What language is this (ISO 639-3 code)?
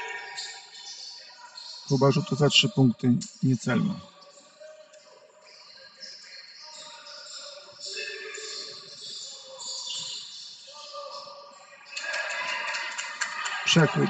pol